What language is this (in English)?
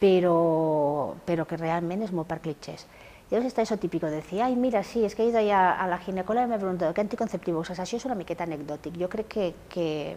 Catalan